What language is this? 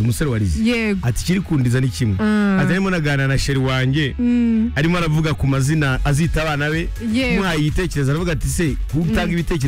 Kinyarwanda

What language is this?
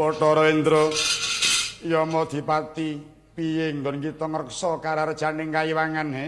Javanese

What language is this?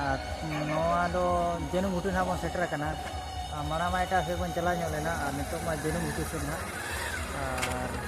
Santali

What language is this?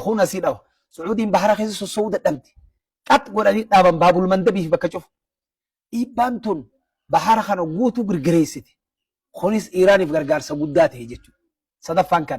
Oromo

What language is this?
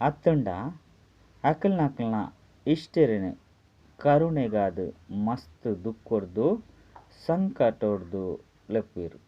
Tulu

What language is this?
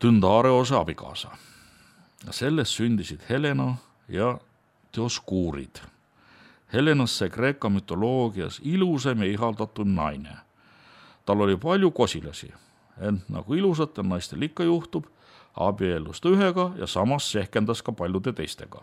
Estonian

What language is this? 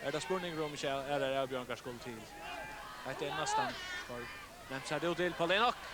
Faroese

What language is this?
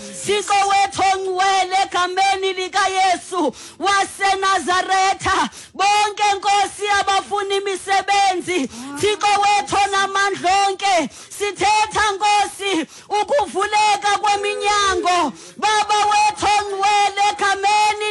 Xhosa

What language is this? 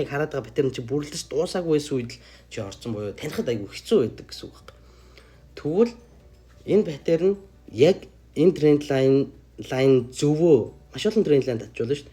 Mongolian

